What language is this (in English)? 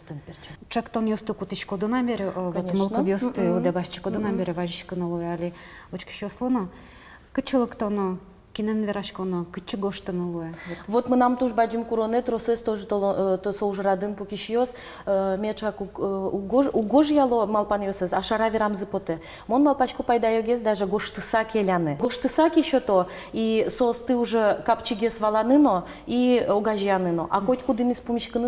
Udmurt